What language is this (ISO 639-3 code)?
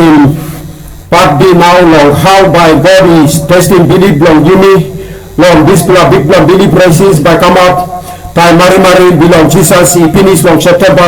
tpi